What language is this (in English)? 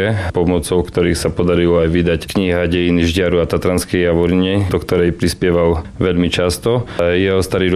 Slovak